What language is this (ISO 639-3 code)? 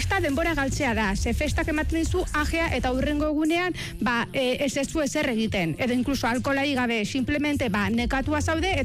eus